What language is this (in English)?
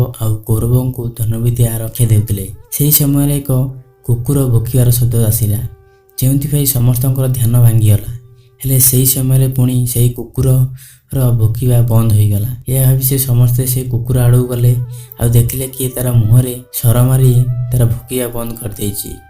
Odia